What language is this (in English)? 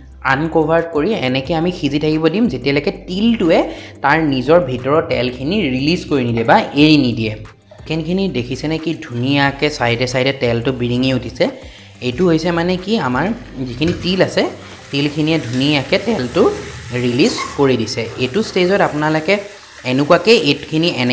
Assamese